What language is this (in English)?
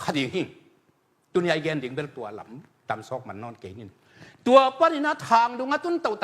Tedim Chin